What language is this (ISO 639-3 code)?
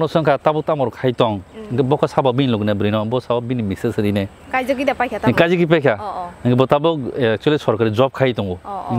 trp